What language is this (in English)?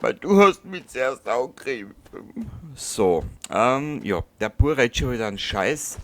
Bavarian